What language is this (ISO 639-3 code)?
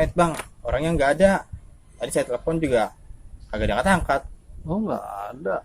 bew